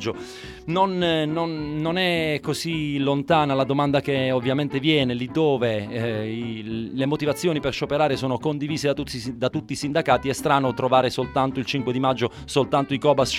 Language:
Italian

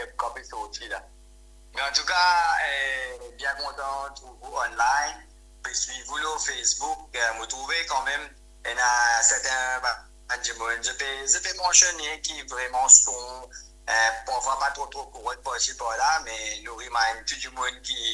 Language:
Morisyen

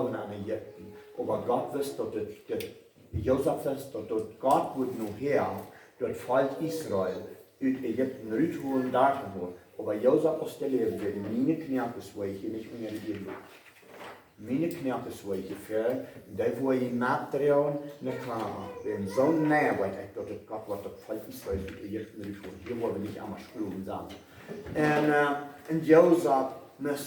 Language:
Plautdietsch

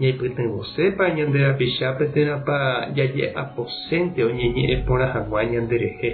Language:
Guarani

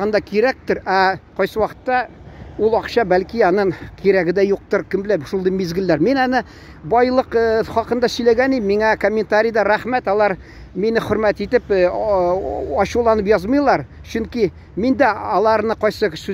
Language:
Tatar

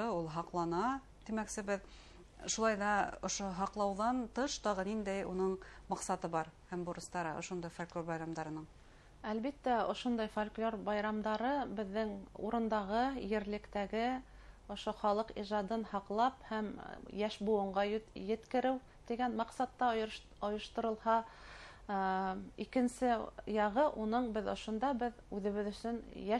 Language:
Bashkir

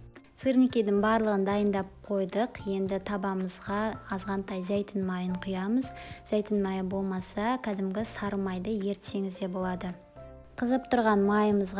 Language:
Kazakh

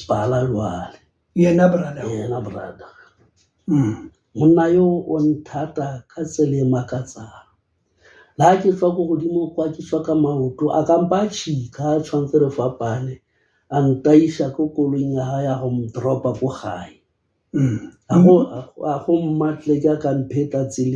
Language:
Southern Sotho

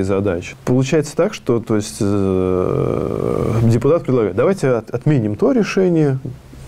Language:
Russian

